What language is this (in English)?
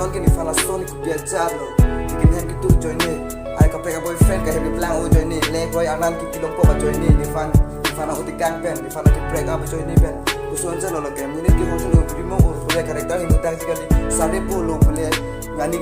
Karbi